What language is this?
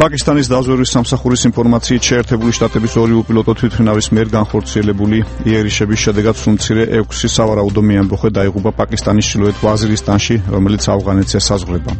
Georgian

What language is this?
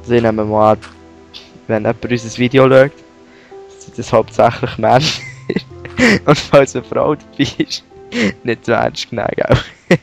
Swiss German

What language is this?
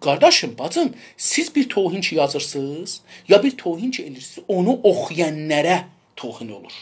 South Azerbaijani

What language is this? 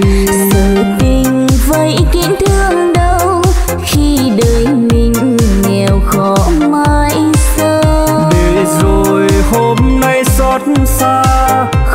Vietnamese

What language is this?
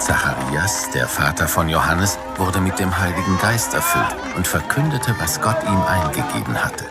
Swiss German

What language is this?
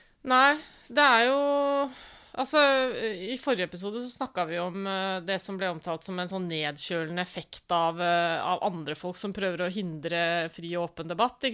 Norwegian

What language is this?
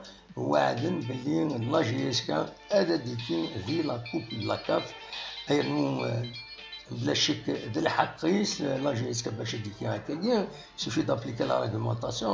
Kabyle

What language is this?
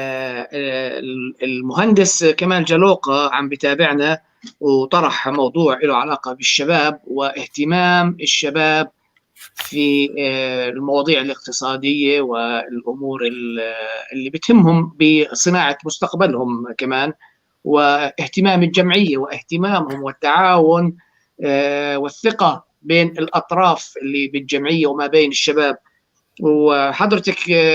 North Levantine Arabic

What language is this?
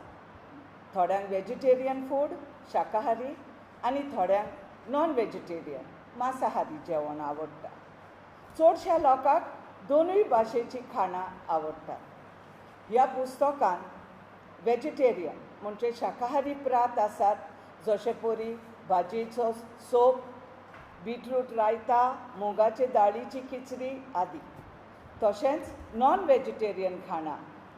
Konkani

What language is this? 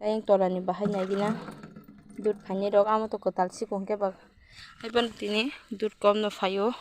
Kok Borok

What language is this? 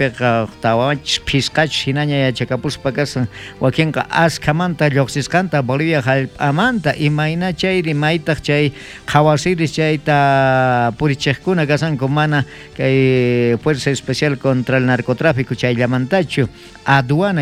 South Bolivian Quechua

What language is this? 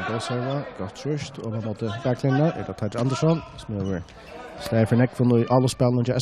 Faroese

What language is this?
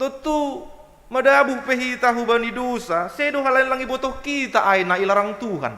Batak Simalungun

